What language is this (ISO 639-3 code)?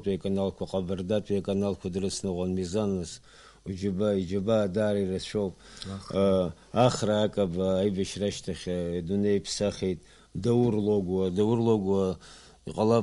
abk